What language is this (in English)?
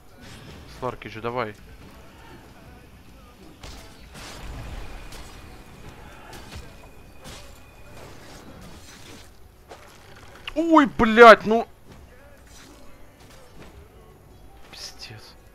Russian